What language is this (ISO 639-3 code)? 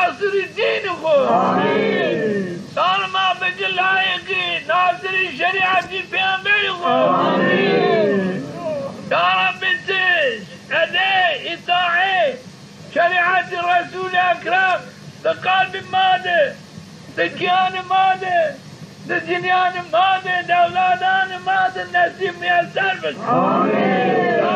zza